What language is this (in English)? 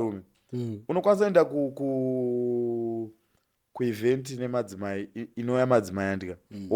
Shona